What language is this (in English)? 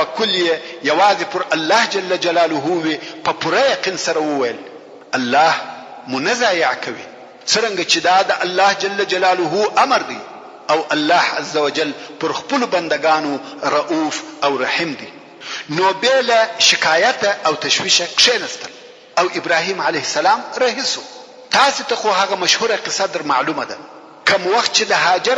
Pashto